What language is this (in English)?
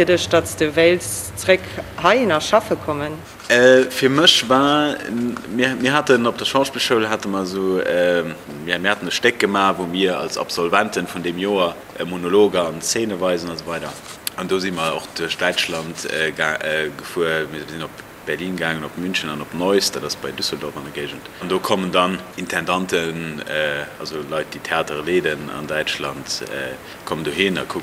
Luxembourgish